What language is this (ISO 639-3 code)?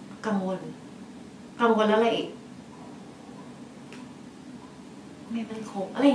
tha